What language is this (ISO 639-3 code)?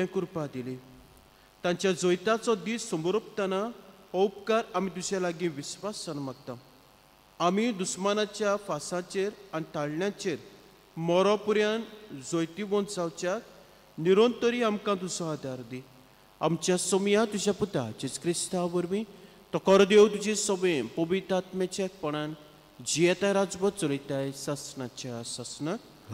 kok